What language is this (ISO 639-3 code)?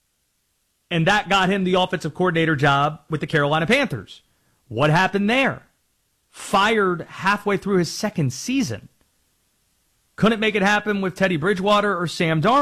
eng